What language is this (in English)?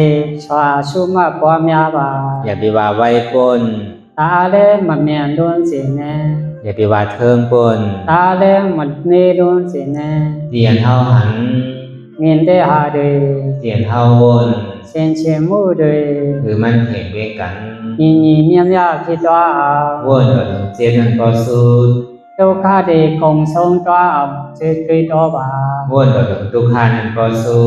Shan